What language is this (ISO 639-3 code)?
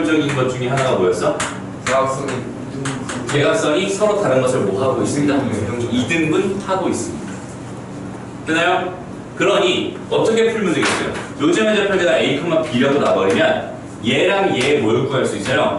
kor